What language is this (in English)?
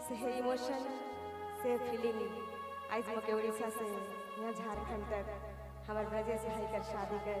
Sadri